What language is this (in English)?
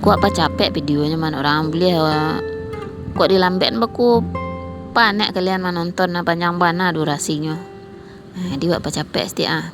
Minangkabau